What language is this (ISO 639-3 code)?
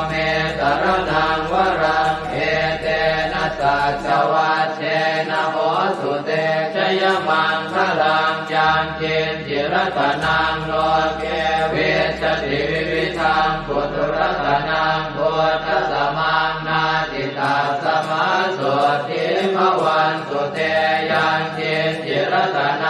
pli